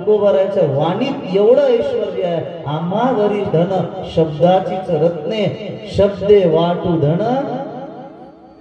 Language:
Marathi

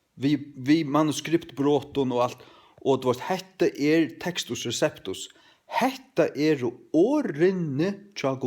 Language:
Faroese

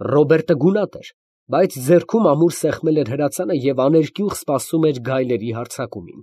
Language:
Armenian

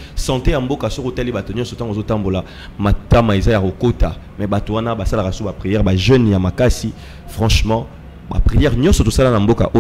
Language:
Lingala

